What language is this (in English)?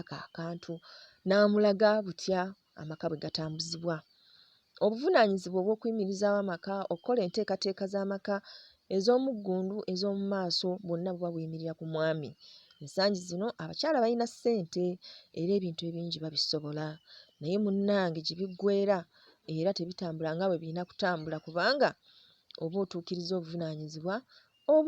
Ganda